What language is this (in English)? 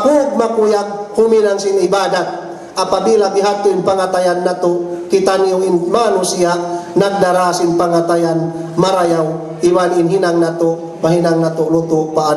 Tausug